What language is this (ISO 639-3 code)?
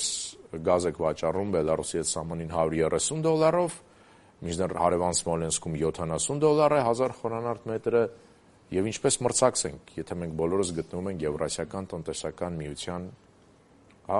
hye